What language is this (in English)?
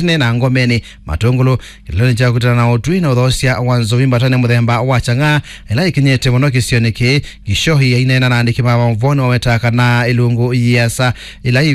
Kamba